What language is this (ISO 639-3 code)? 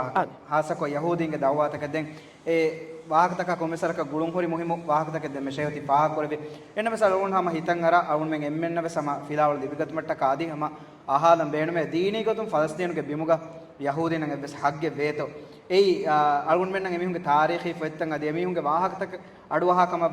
div